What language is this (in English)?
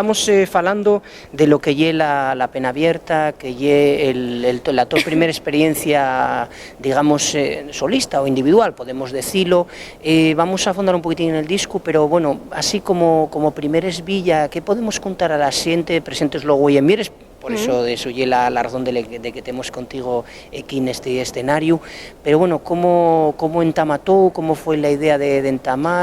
Asturian